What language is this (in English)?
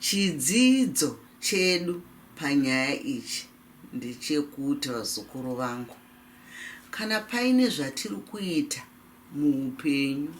Shona